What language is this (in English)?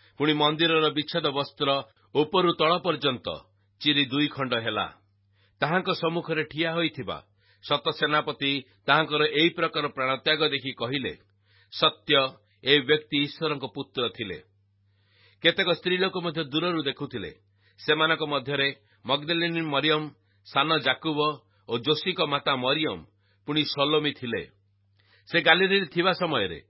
Odia